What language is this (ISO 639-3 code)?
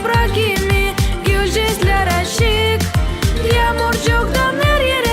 gag